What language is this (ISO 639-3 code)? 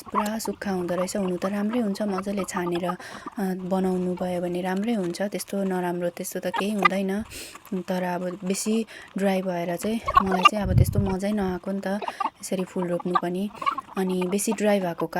nep